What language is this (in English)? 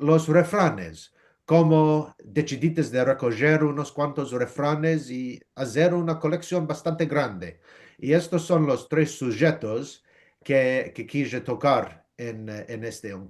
Ladino